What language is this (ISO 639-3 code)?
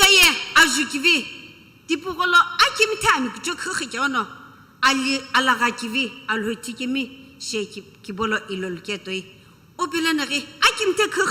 nsm